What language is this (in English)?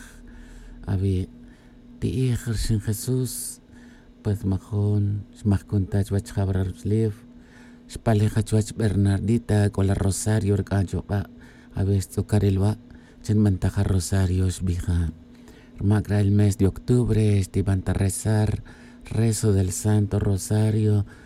Tz'utujil